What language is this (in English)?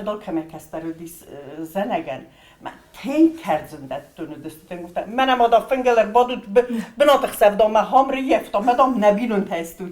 Ossetic